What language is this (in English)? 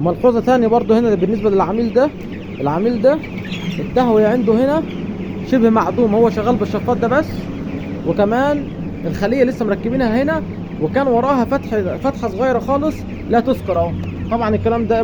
Egyptian Arabic